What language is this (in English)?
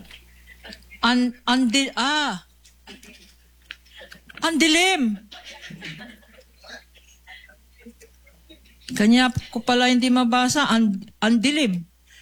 Filipino